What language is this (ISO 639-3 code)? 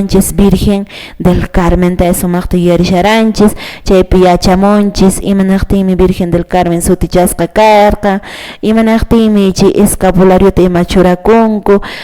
que